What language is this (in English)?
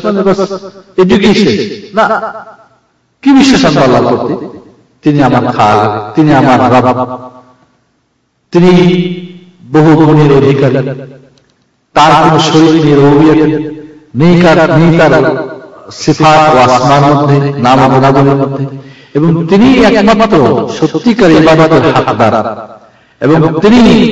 Bangla